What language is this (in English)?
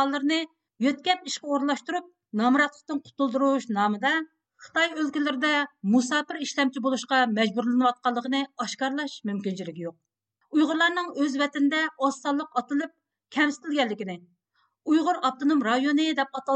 Uyghur